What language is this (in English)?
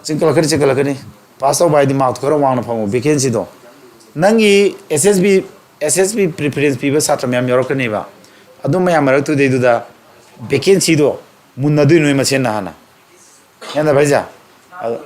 Manipuri